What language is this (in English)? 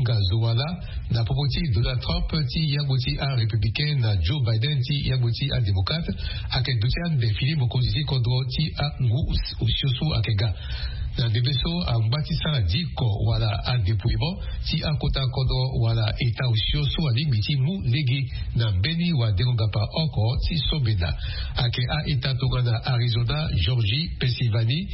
Sango